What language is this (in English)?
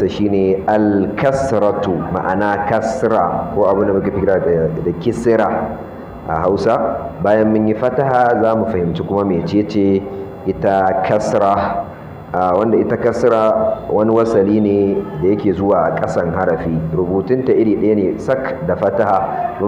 Hausa